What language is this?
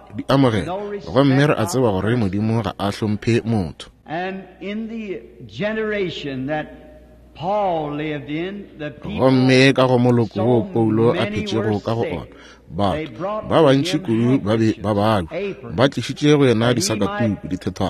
Northern Sotho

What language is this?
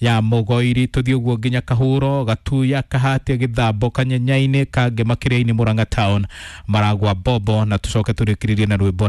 Kikuyu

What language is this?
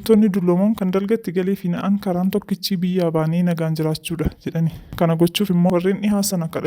Oromo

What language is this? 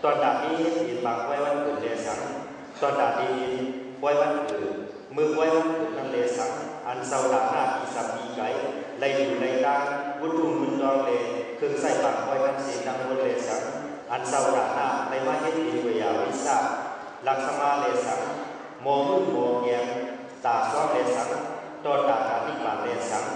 Shan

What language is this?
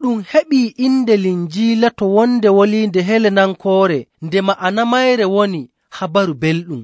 Nigerian Fulfulde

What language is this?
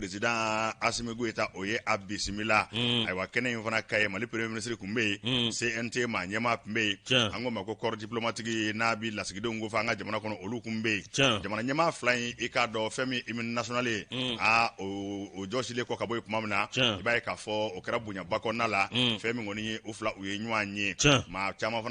Bambara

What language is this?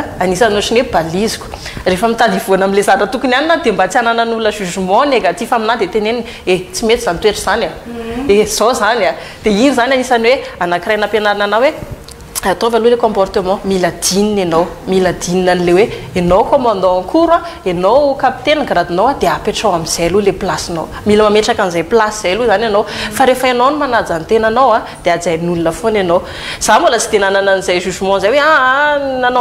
Malagasy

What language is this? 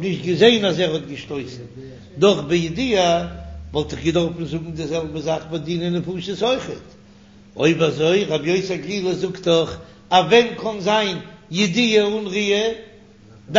Yiddish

